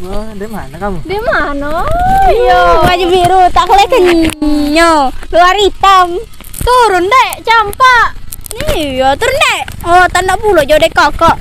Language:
Musi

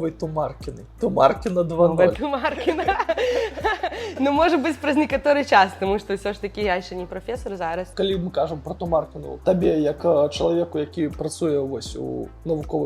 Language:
Belarusian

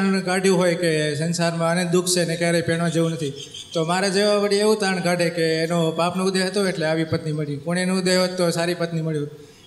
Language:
Gujarati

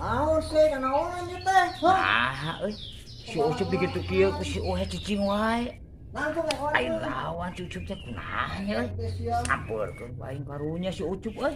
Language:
Sundanese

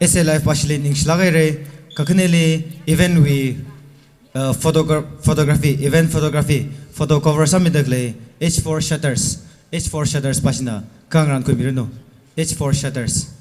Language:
Tangkhul Naga (India)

